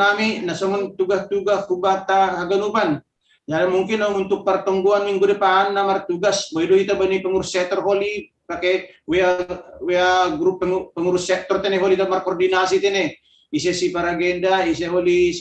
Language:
Batak Simalungun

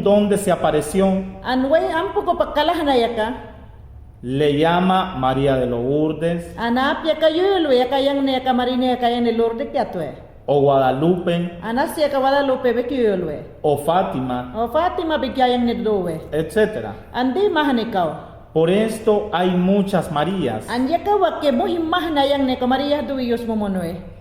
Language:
Mayangna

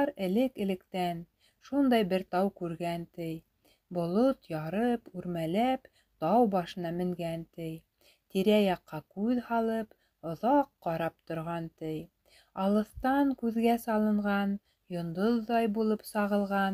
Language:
Bashkir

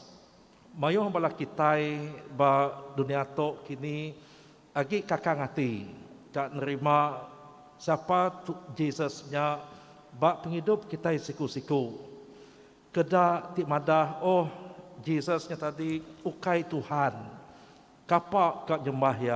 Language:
Iban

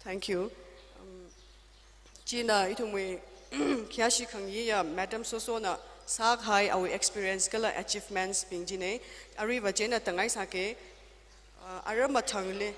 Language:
Tangkhul Naga (India)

